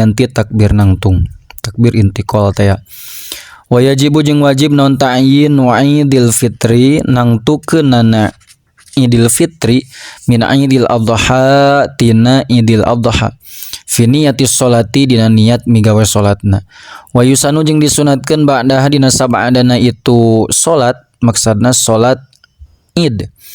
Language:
Sundanese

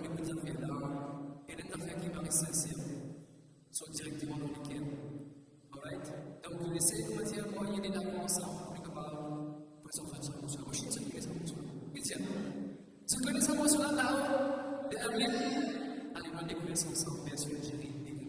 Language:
Morisyen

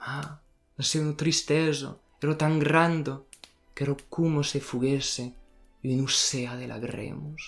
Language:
Occitan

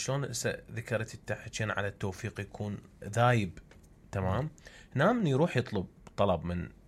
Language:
Mesopotamian Arabic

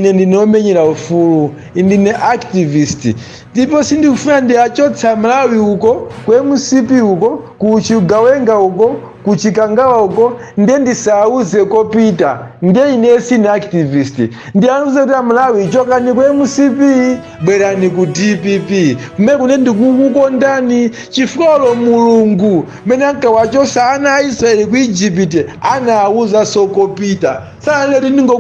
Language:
Nyanja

